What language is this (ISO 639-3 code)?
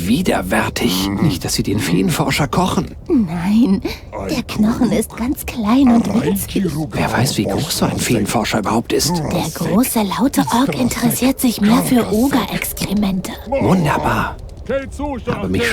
bar